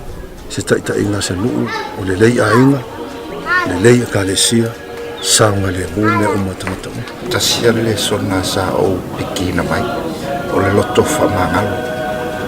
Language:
Samoan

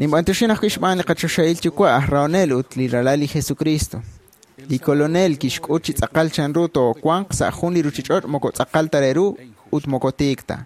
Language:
Kekchí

